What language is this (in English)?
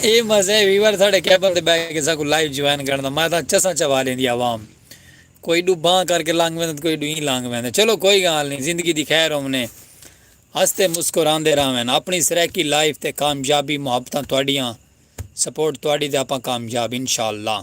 Saraiki